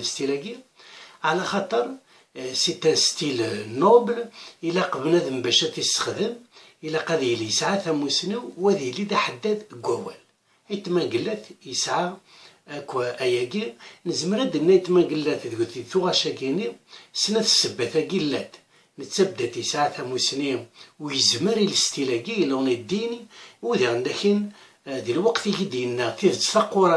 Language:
Kabyle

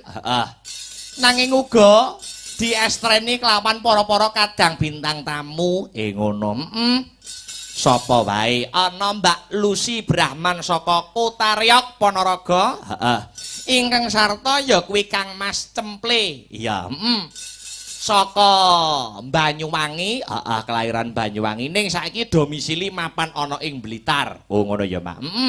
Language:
Javanese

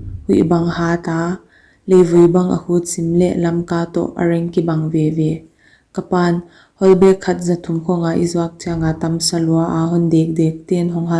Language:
Paite Chin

